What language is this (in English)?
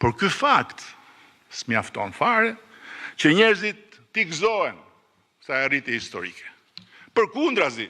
Albanian